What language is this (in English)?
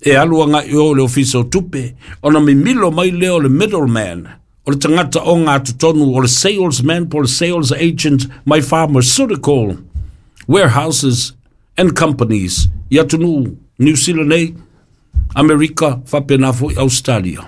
Samoan